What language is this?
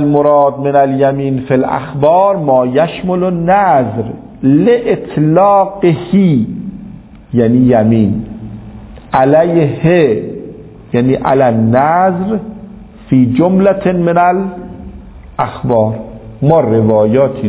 Persian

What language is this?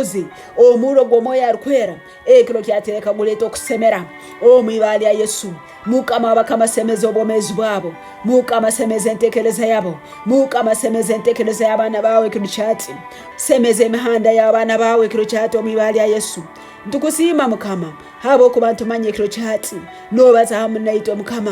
Tooro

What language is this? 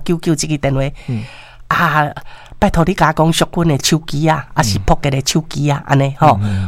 Min Nan Chinese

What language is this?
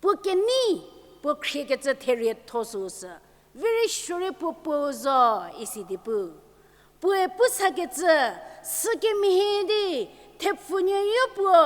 Angami Naga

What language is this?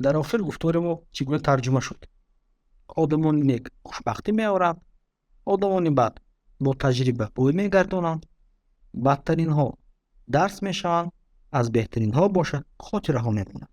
Tajik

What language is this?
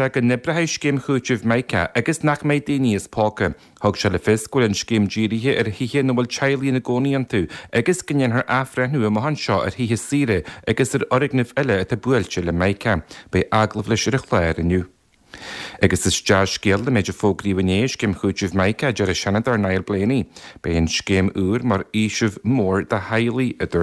Irish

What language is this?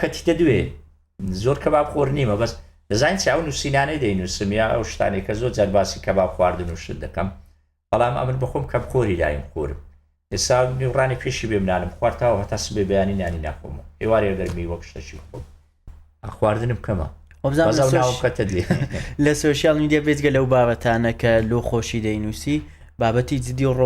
Central Kurdish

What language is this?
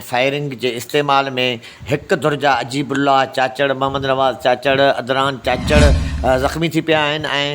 Sindhi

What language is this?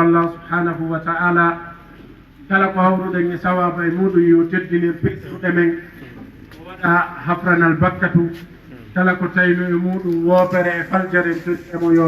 Fula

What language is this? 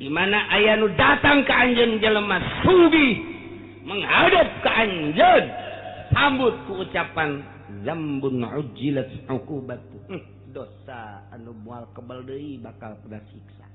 Sundanese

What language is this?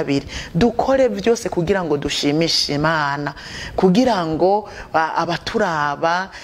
Rundi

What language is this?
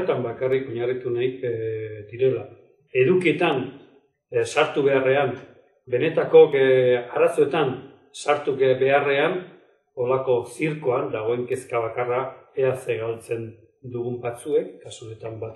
Basque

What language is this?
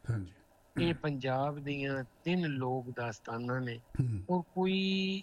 Punjabi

